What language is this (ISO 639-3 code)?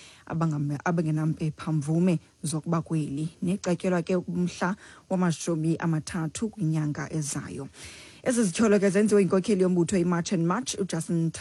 xho